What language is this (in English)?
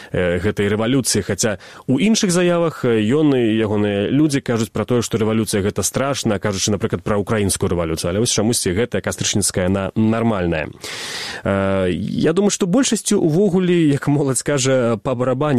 Belarusian